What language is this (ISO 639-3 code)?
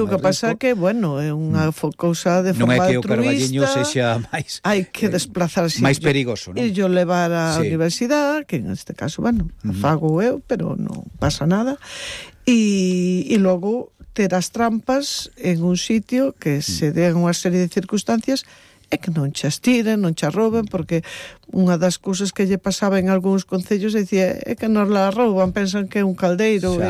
glg